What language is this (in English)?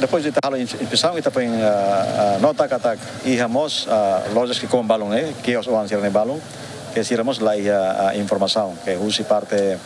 Tetum